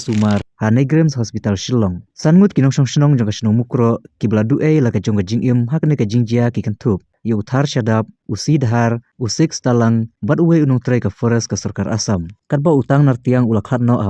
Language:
Khasi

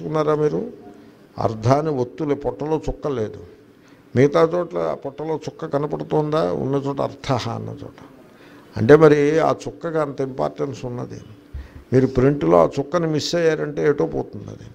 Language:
Telugu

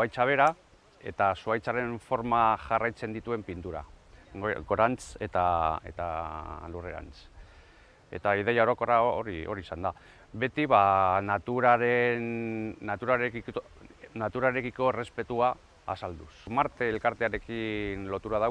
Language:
Basque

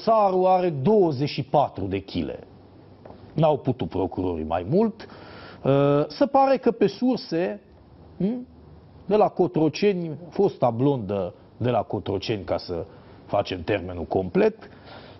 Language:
Romanian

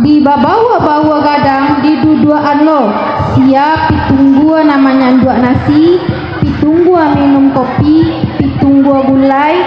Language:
Minangkabau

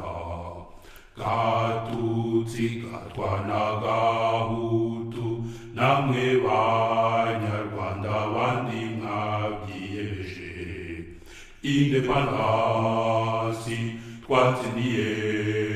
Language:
Kinyarwanda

